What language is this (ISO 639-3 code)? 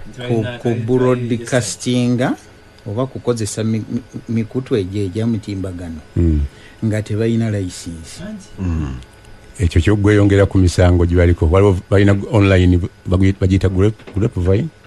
lug